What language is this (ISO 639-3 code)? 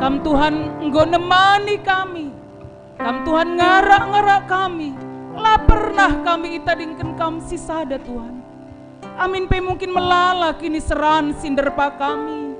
btx